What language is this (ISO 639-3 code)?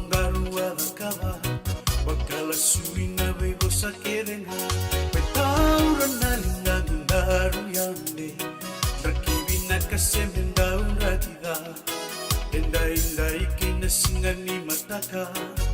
fij